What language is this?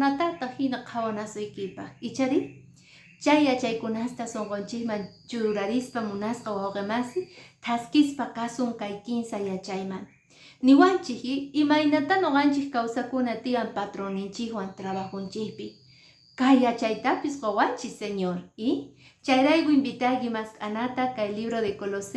Quechua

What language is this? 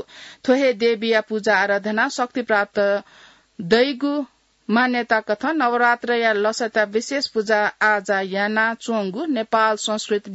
Newari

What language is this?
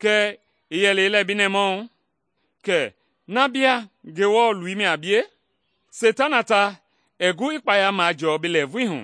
Mende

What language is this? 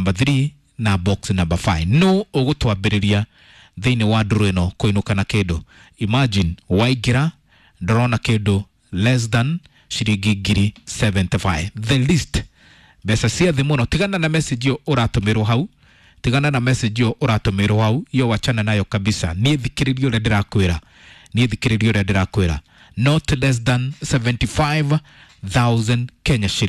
Kikuyu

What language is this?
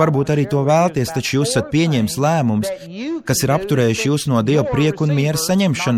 Latvian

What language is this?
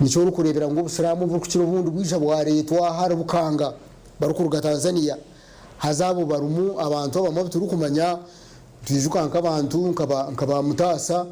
Nyankole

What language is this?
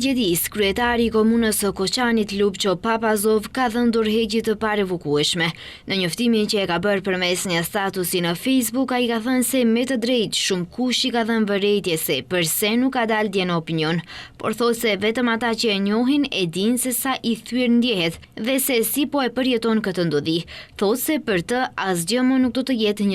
Albanian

